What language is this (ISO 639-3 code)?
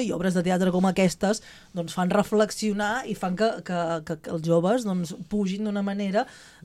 cat